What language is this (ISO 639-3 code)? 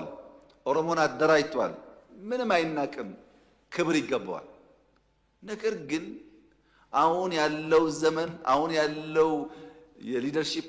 amh